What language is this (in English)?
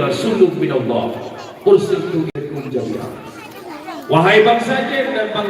Achinese